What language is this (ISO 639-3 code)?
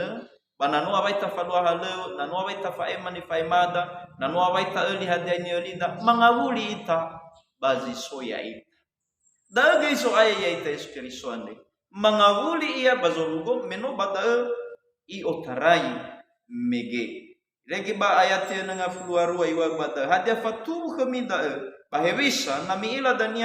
nia